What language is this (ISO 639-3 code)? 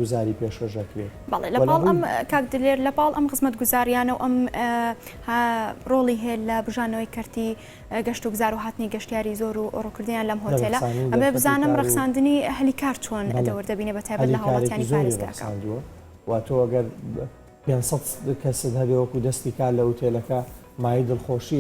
ckb